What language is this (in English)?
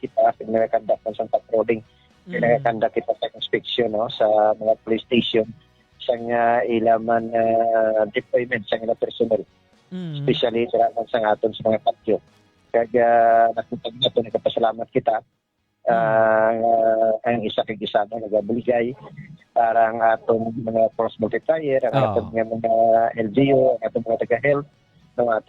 Hiligaynon